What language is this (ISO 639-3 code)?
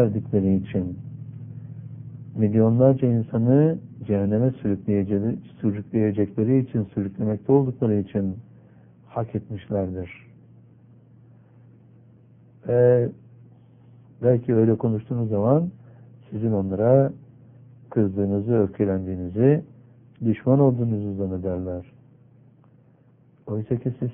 tur